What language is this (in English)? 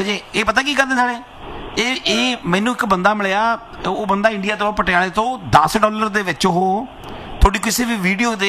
Punjabi